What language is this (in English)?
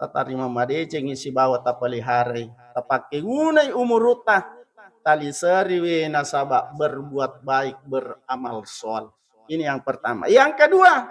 Buginese